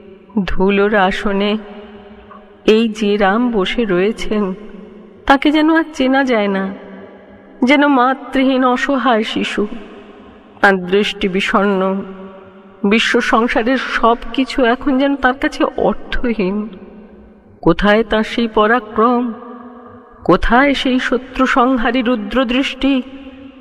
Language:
Bangla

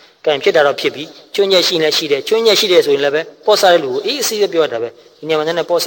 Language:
Burmese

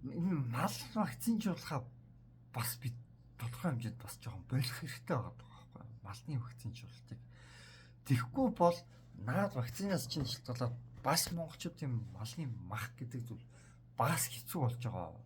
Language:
Mongolian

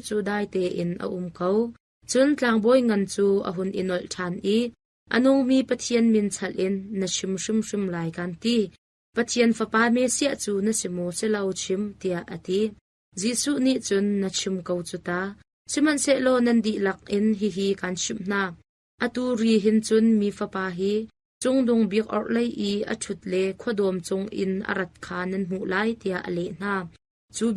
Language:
Hakha Chin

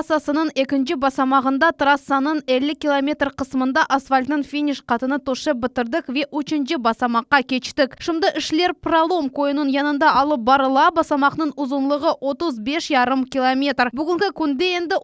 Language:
Crimean Tatar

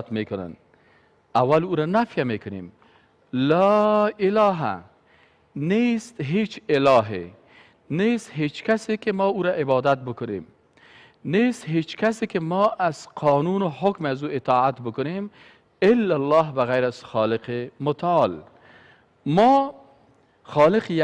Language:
Persian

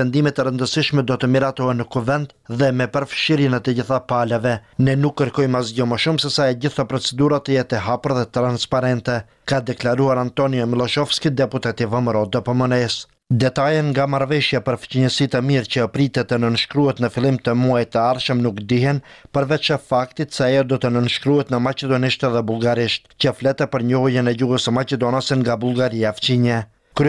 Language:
Albanian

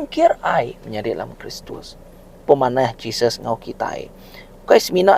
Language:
Iban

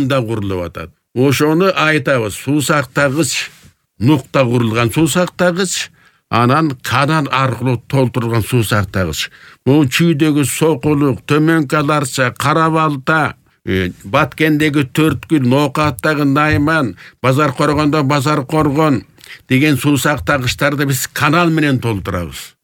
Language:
Kyrgyz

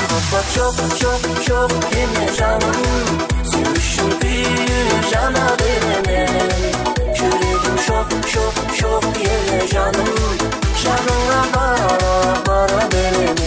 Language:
Kara-Kalpak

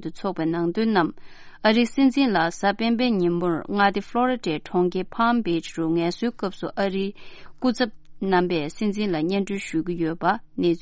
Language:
Tibetan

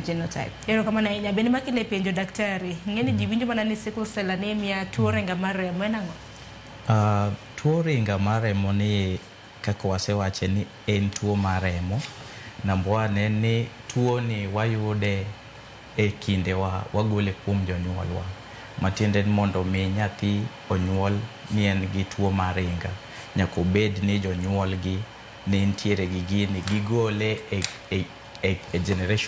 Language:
Luo (Kenya and Tanzania)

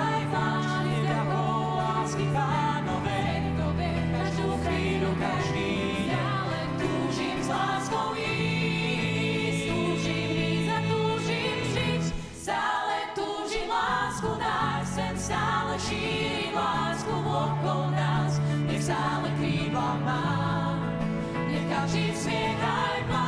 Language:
Slovak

